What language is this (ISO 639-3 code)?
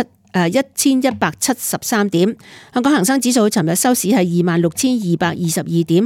yue